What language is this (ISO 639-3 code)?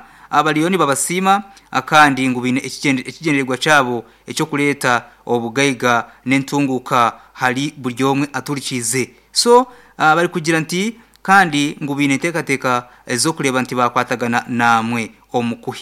nyn